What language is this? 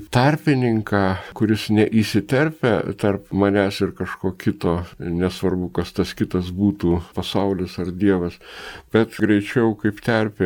Lithuanian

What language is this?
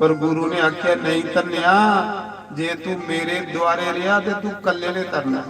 Dogri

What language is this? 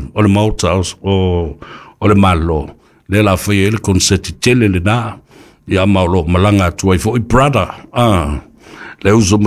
Samoan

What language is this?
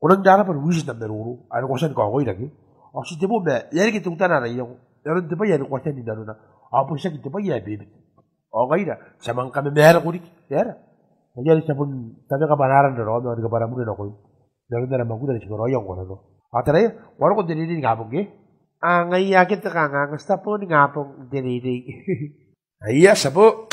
Gilbertese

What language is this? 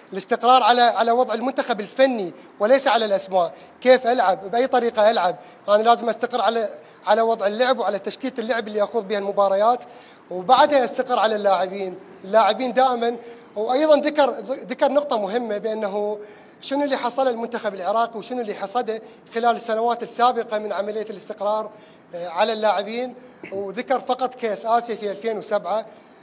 Mesopotamian Arabic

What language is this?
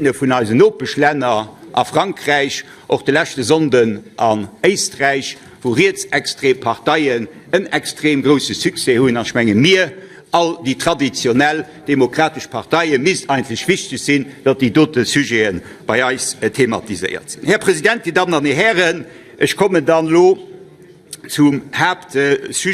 Luxembourgish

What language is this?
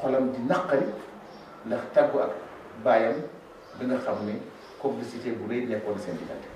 Wolof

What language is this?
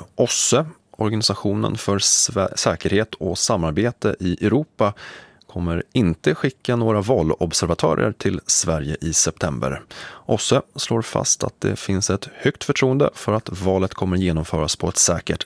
Swedish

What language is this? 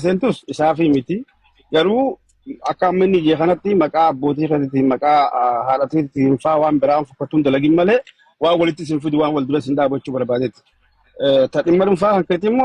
Oromo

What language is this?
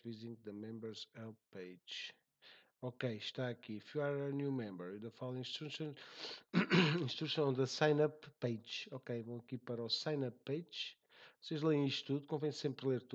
Portuguese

